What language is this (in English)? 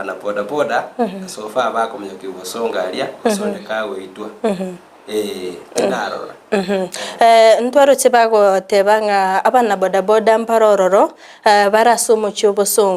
Gusii